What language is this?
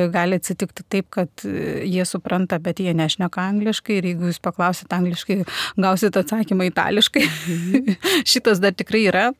Lithuanian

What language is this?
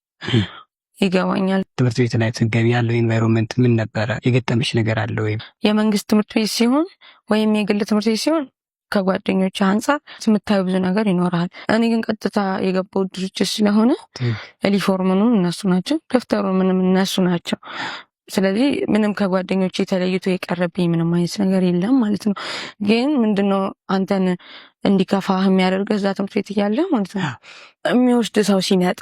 Amharic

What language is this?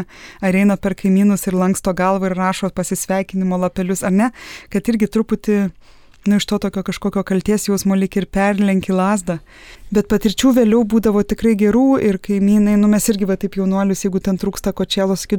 Lithuanian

